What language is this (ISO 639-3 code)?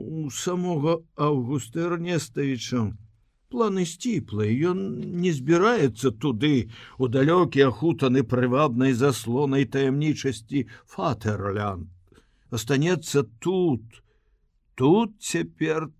bel